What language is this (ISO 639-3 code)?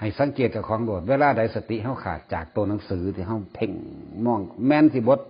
tts